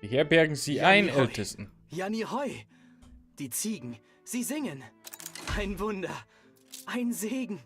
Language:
Bavarian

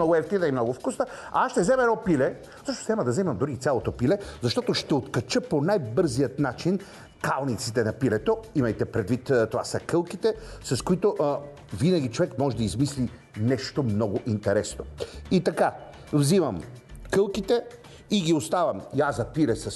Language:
Bulgarian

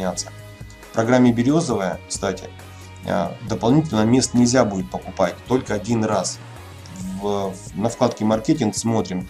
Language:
Russian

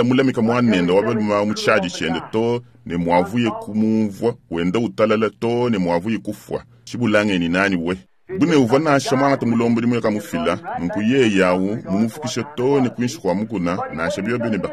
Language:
Luba-Lulua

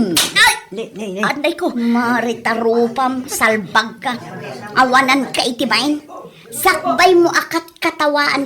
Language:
Iloko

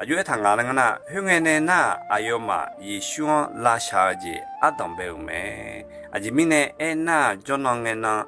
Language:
Akha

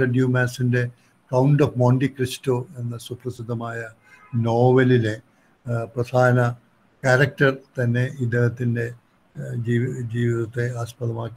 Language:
Malayalam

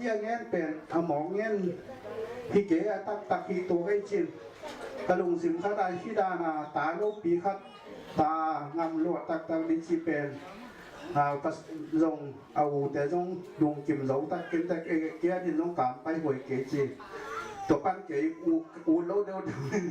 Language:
Tedim Chin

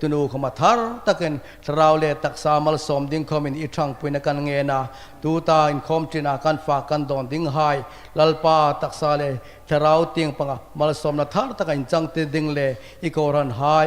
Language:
Hmar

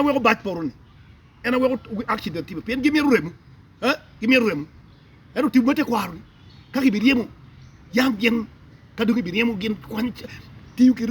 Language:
Acoli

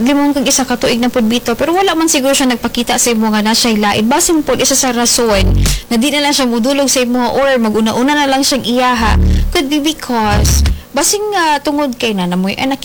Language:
Cebuano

